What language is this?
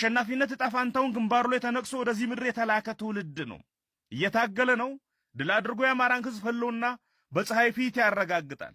Amharic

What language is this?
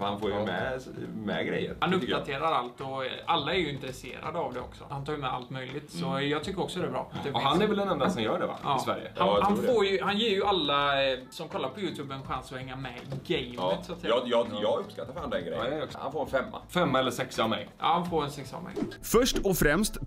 Swedish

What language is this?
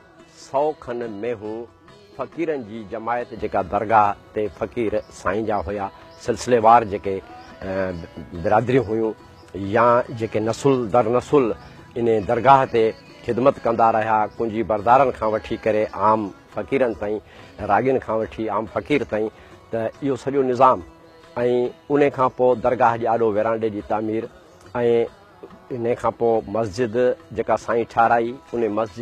Sindhi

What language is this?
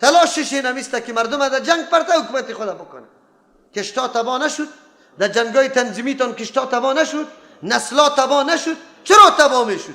Persian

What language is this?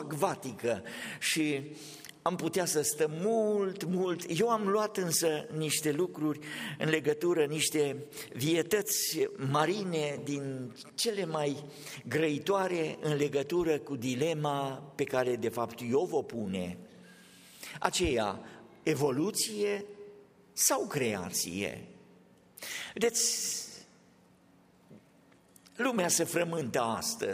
Romanian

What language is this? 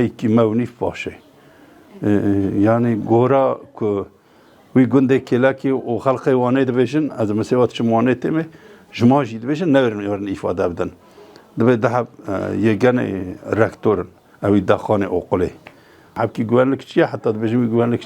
Kurdish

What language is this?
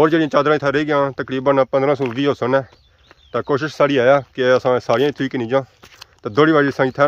Pahari-Potwari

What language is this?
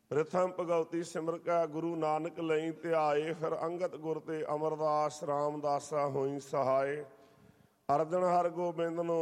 Punjabi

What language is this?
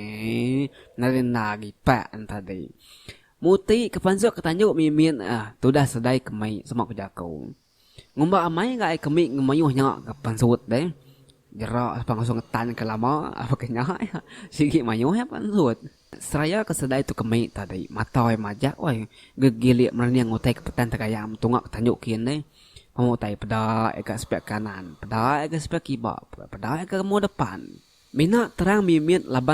Iban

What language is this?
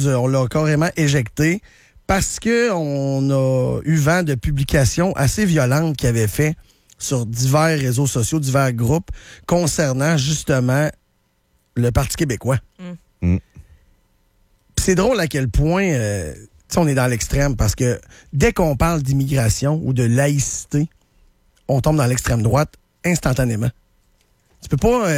French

